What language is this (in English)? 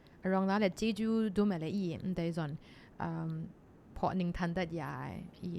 Kachin